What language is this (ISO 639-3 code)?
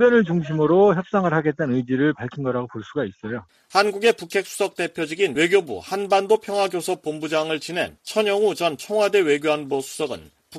kor